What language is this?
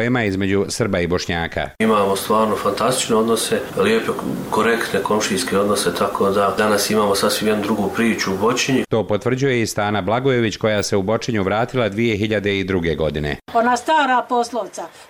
Bosnian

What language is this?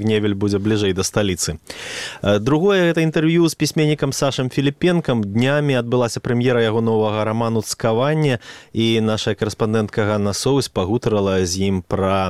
Belarusian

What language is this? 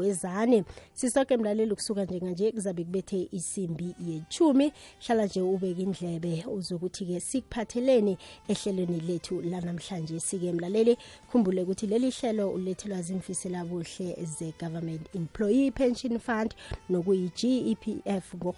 South Ndebele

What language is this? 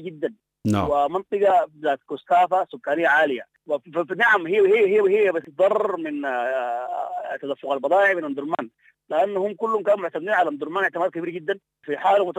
Sudanese Arabic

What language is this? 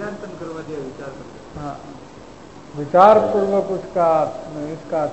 Hindi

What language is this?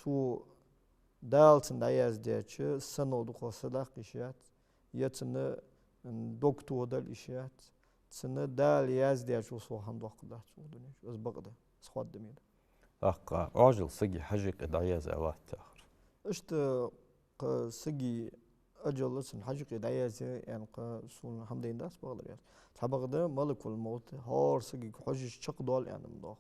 Ingush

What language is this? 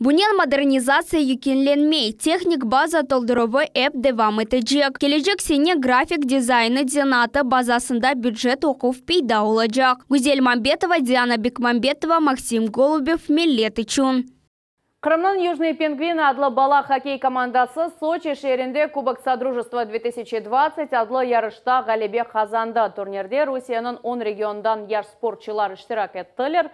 Crimean Tatar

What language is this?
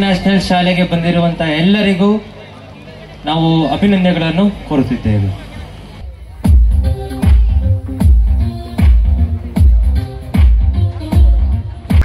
Kannada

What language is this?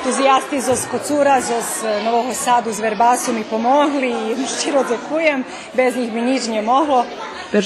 Rusyn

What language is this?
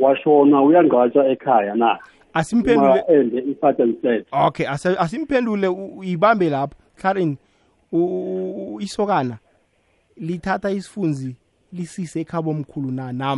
South Ndebele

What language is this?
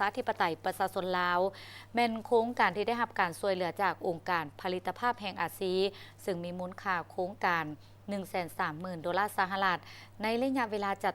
Lao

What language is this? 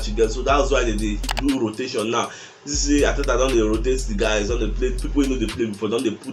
Nigerian Pidgin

